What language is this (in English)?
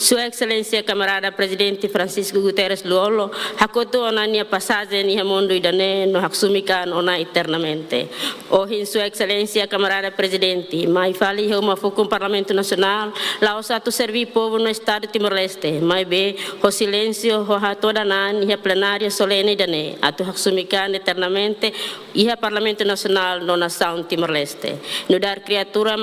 Tetum